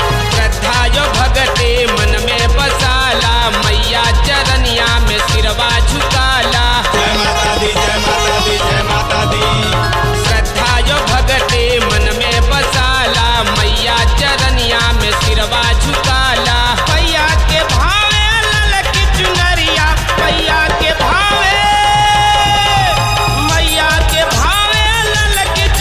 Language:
Bhojpuri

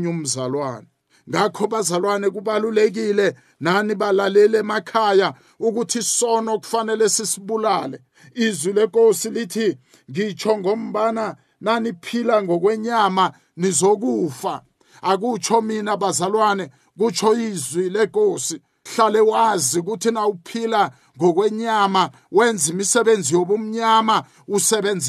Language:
South Ndebele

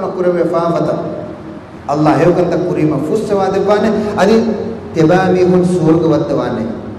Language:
Divehi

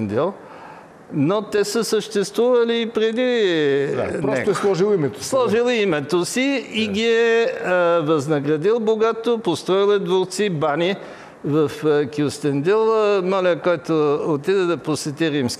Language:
Bulgarian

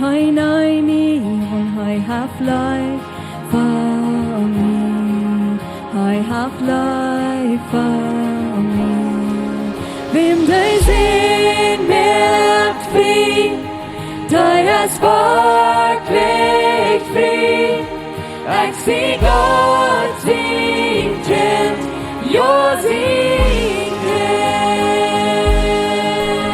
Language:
Plautdietsch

